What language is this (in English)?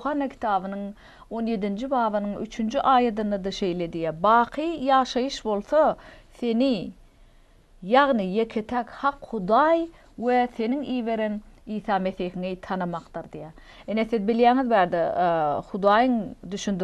Turkmen